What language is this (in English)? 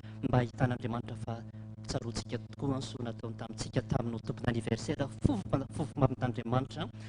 Malagasy